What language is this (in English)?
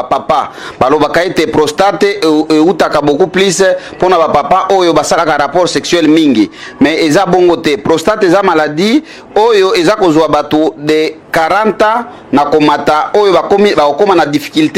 Lingala